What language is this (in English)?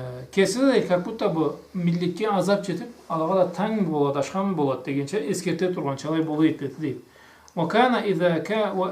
Karachay-Balkar